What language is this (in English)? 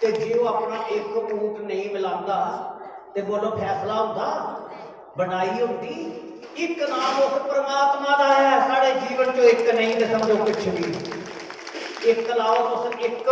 Dogri